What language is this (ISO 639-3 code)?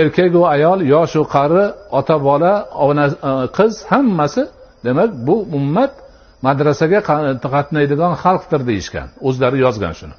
uzb